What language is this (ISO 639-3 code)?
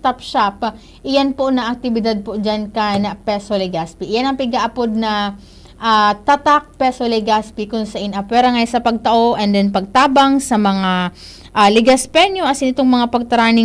bik